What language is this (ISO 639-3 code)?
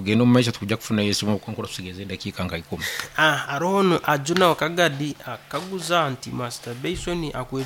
nyn